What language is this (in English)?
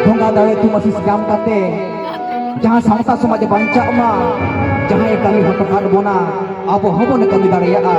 Santali